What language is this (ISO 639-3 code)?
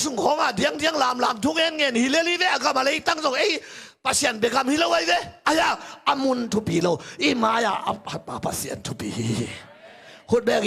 ctd